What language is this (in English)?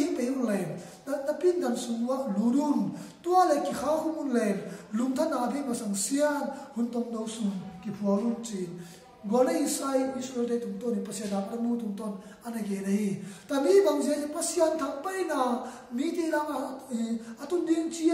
Tedim Chin